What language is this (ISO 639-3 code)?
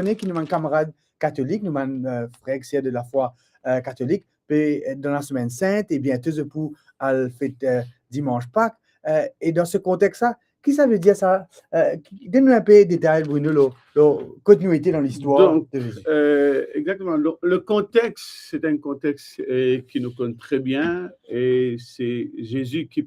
mfe